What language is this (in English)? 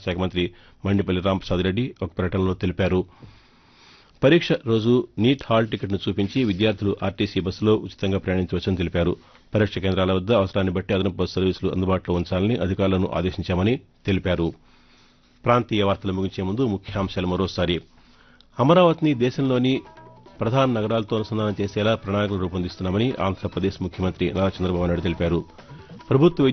Telugu